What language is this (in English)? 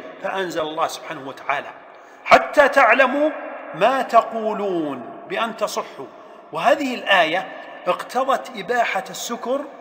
Arabic